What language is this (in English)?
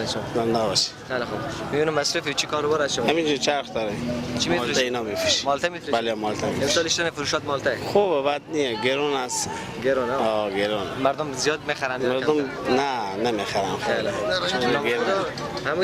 Persian